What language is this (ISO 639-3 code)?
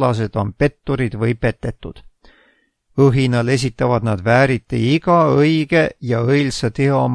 est